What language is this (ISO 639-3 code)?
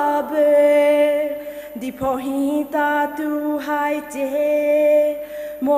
pmx